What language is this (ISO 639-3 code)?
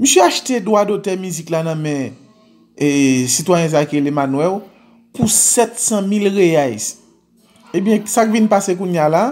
hat